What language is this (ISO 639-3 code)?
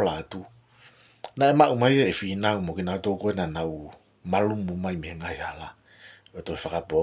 ton